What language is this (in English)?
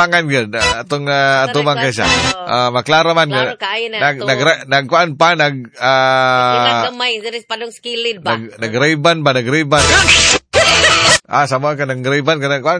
Cebuano